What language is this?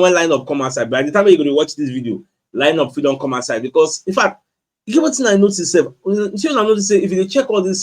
Nigerian Pidgin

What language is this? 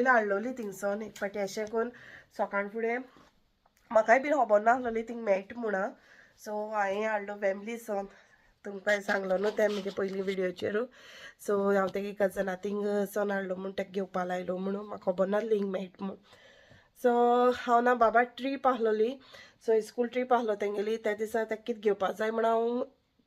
Konkani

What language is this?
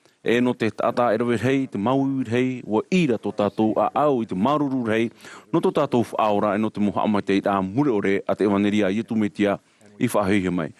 Tahitian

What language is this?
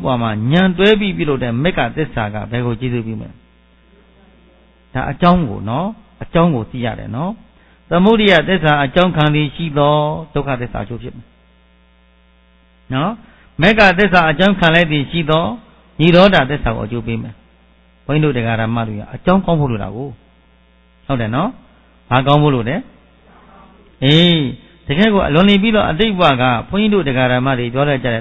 Burmese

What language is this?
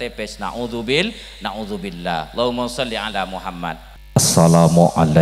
Madurese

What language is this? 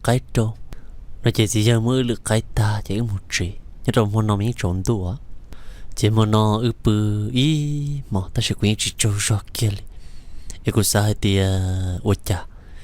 Hmong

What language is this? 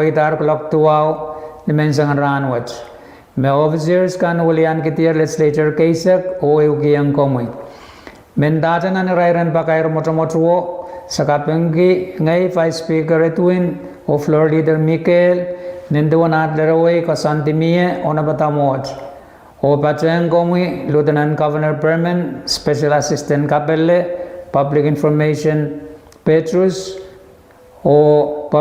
Pohnpeian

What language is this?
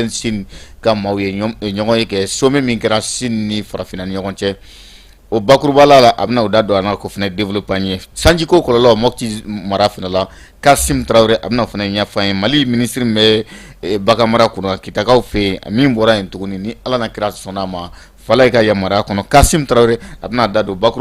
Bambara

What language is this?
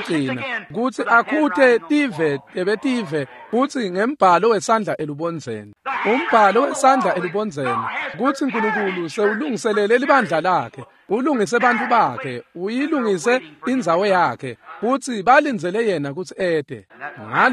Swati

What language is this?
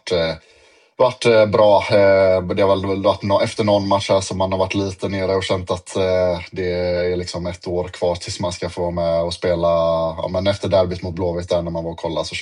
Swedish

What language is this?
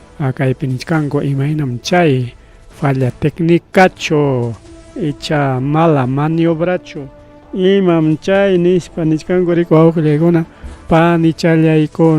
Ayacucho Quechua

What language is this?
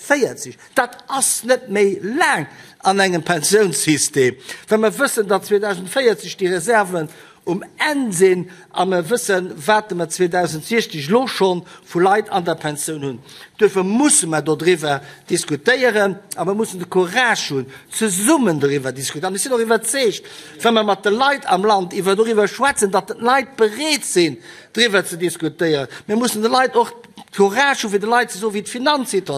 Luxembourgish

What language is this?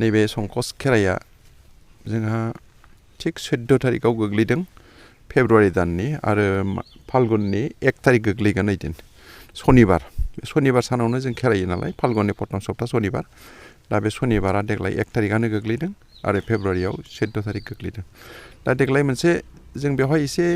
Bodo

